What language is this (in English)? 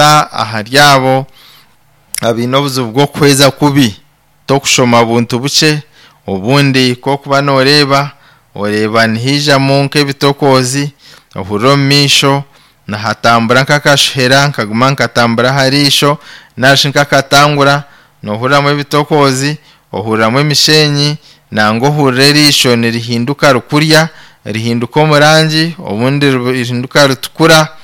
Nyankole